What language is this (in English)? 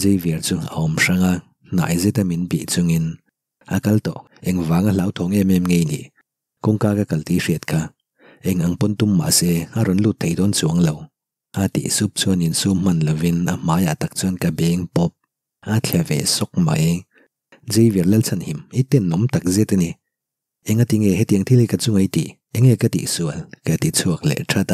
Mizo